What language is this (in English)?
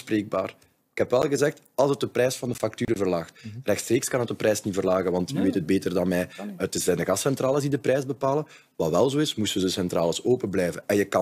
Dutch